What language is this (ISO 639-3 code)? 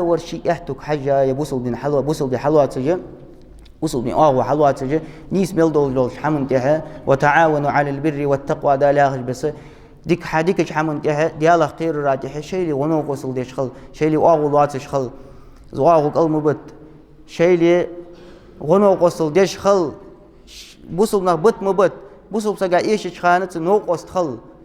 inh